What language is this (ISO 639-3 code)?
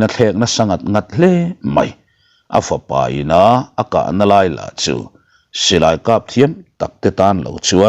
lus